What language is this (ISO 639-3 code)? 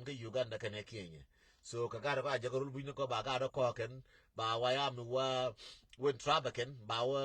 nus